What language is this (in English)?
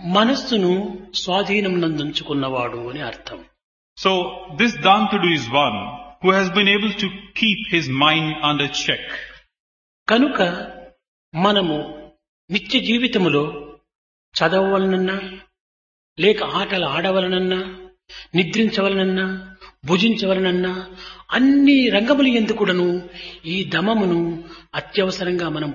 Telugu